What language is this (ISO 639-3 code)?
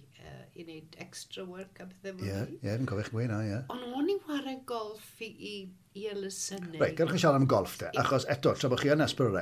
cym